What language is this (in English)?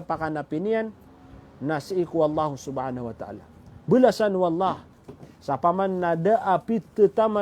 Maranao